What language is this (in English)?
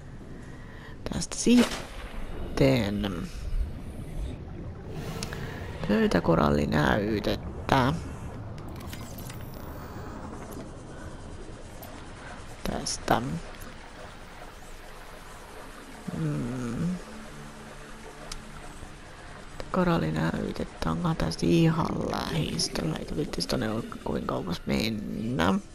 Finnish